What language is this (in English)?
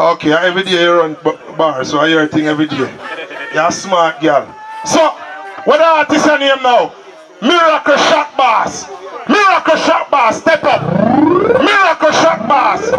Jamaican Creole English